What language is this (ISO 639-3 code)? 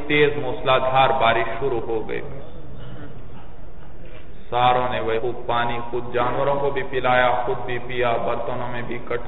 urd